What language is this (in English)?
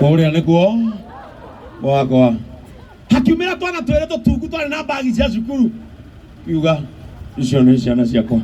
Kikuyu